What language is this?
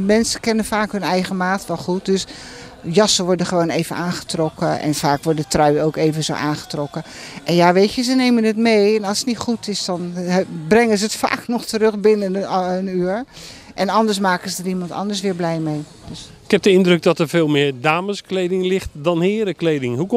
Dutch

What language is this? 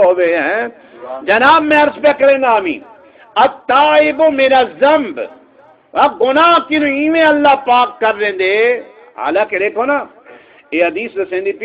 Saraiki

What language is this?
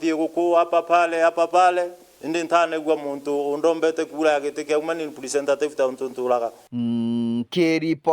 Meru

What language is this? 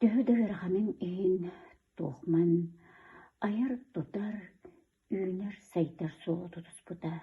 Yakut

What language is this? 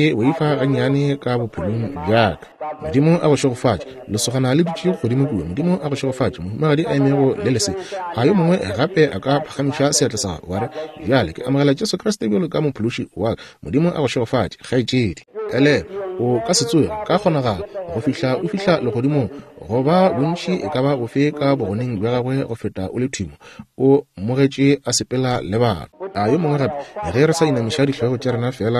Northern Sotho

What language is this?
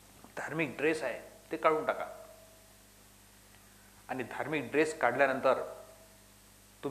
Marathi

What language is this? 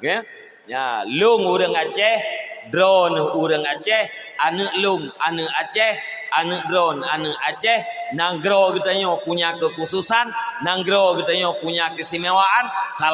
Achinese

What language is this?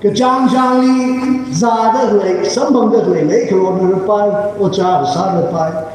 Tangkhul Naga (India)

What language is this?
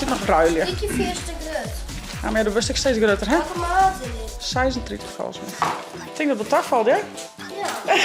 Western Frisian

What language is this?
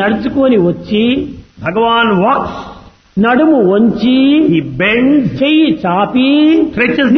Telugu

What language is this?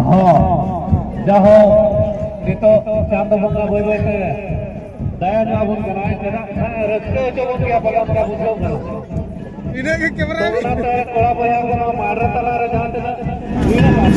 Santali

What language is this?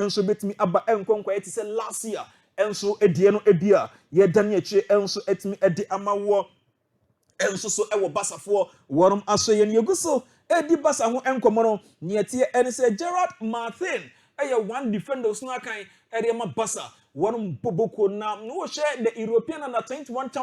Akan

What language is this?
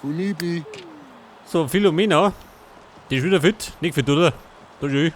Bavarian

